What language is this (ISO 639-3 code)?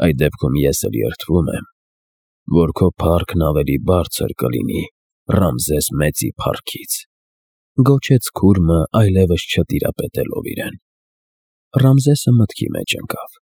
hye